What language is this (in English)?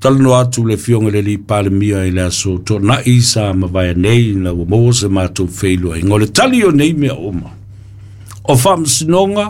Samoan